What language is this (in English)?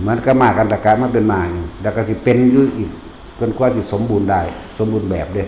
Northeastern Thai